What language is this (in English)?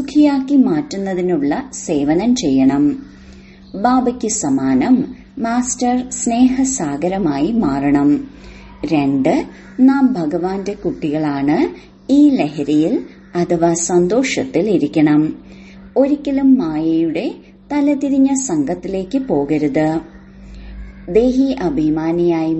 Malayalam